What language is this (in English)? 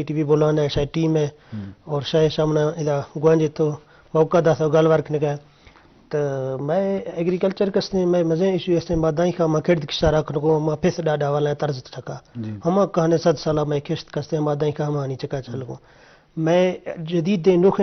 Eastern Balochi